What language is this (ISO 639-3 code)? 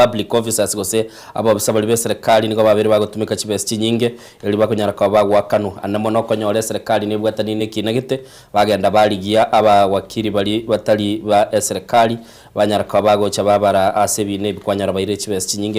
guz